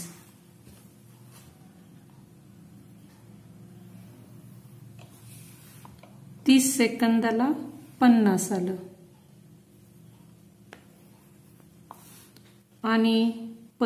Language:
Marathi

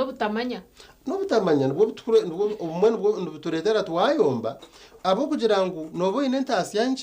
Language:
Nyankole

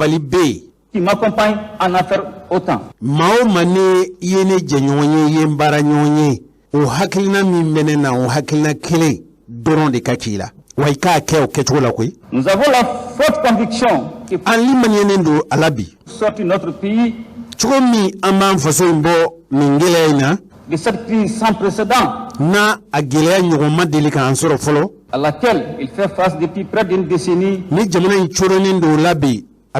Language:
Bambara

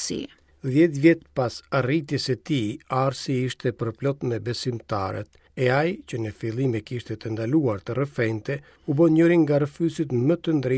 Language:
Albanian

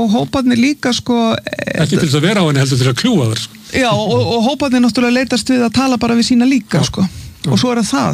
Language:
Icelandic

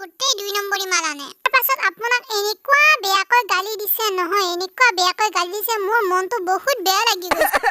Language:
Assamese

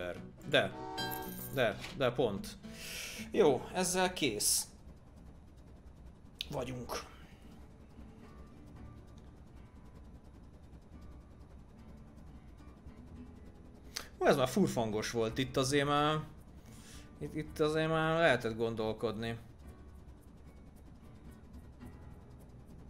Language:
Hungarian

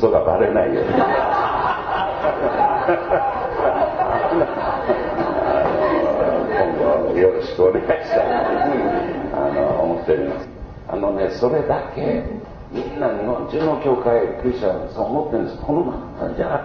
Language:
Japanese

